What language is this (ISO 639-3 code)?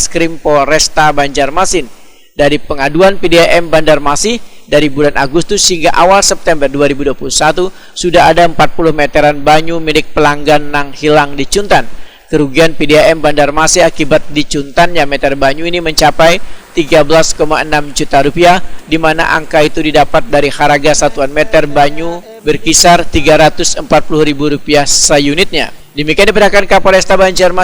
bjn